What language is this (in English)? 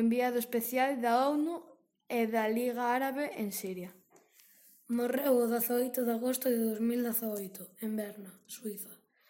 Galician